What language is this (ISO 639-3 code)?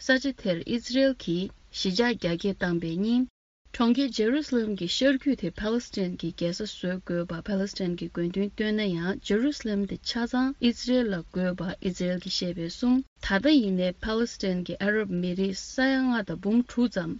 bod